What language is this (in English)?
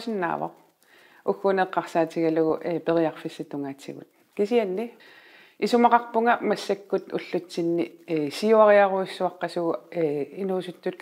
Kalaallisut